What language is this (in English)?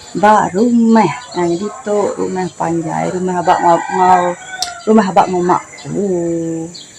Iban